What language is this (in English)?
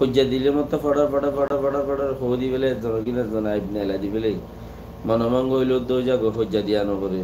Rohingya